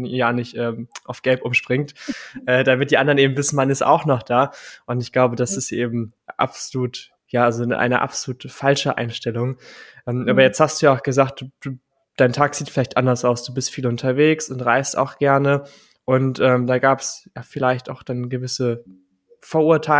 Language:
German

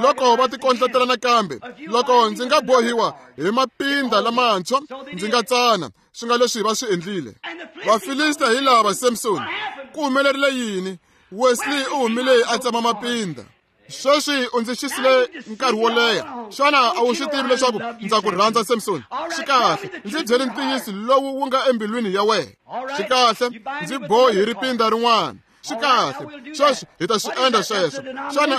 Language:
Tsonga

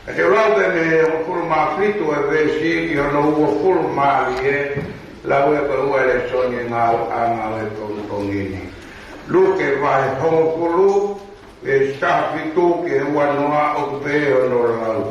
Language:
Tongan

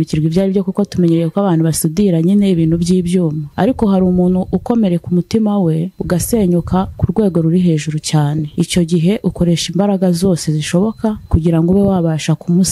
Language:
Kinyarwanda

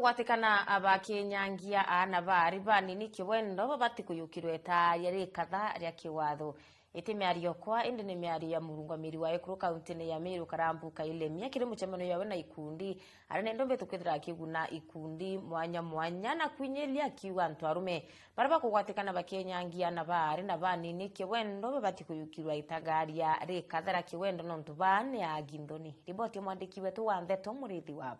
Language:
Meru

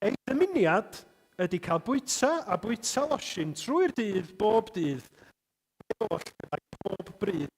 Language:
Welsh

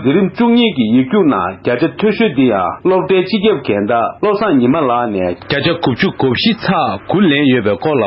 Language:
Tibetan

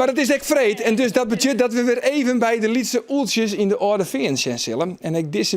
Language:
Western Frisian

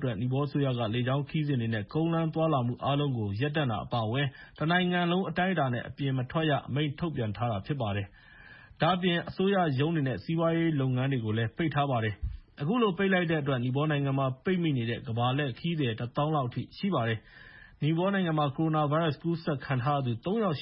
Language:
Burmese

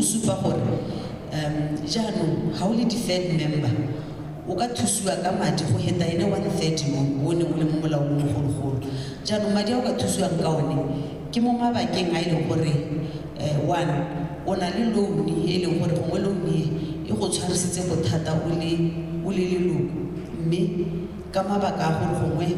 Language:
Tswana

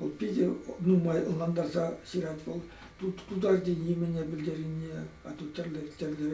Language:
Chuvash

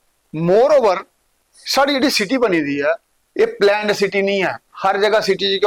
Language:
Dogri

